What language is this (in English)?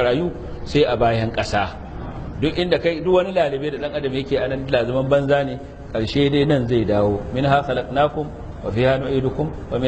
Hausa